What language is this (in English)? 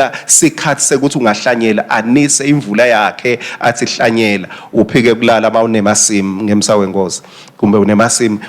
Swati